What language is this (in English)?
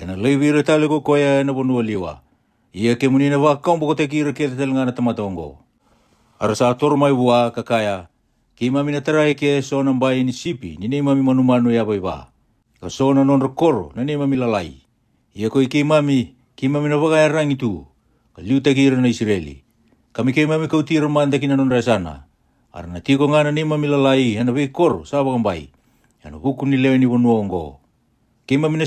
Fijian